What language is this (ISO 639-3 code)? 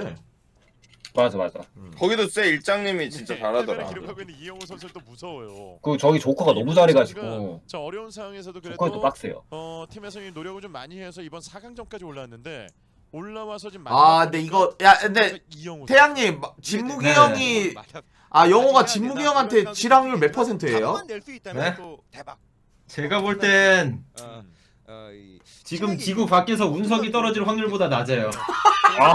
kor